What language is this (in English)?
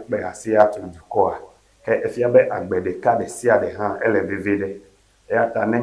Ewe